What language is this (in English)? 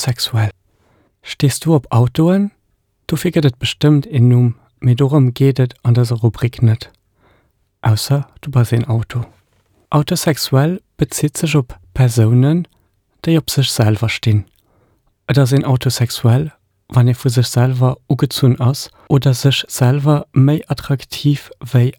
Luxembourgish